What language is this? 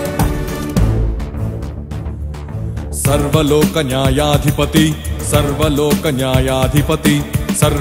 Telugu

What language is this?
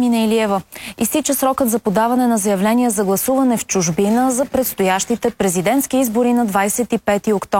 Bulgarian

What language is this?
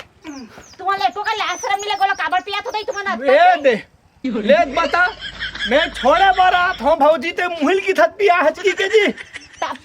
Chhattisgarhi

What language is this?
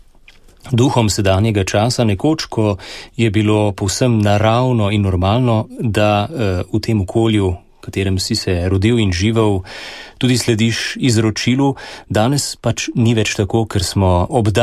Slovenian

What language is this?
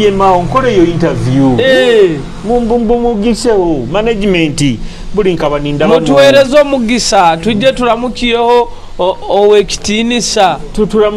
Nyoro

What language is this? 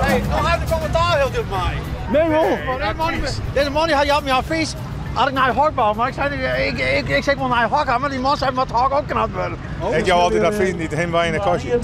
Western Frisian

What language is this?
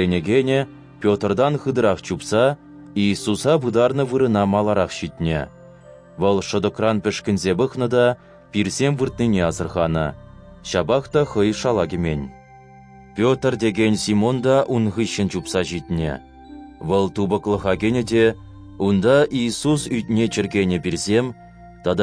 Chuvash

